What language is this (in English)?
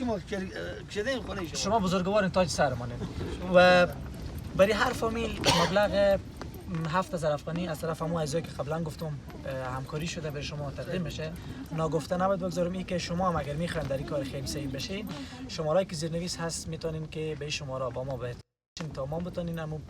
Persian